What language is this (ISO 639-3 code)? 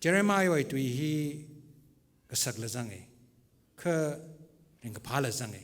nmf